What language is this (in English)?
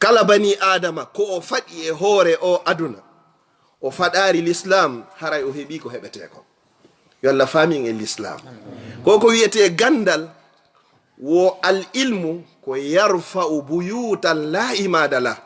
Fula